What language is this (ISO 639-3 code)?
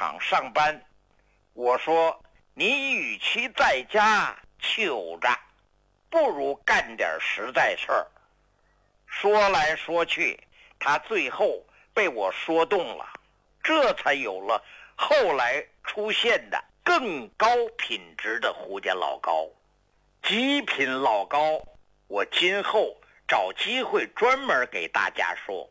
zho